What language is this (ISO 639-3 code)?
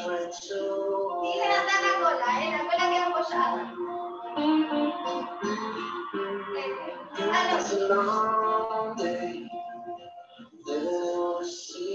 spa